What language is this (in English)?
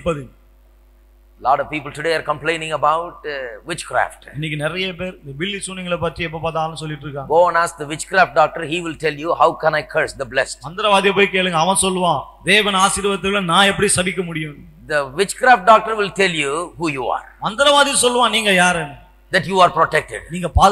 Tamil